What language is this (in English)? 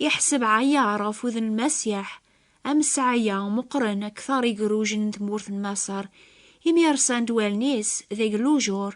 Kabyle